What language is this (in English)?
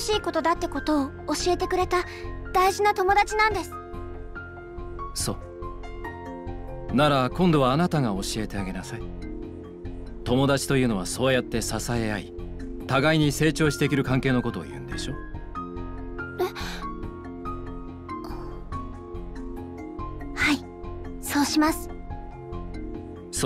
Japanese